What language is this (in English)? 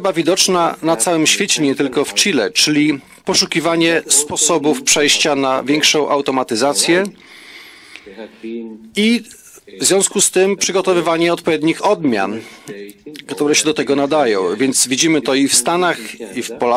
Polish